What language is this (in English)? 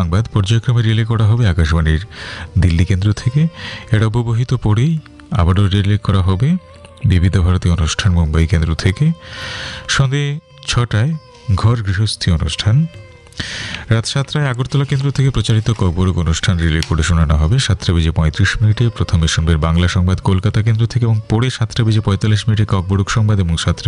Bangla